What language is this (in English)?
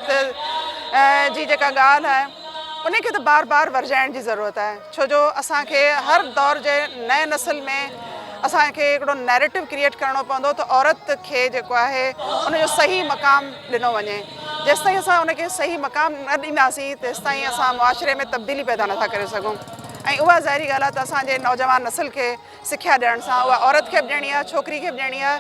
Sindhi